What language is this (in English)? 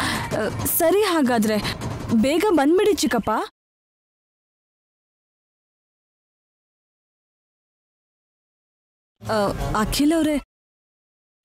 Kannada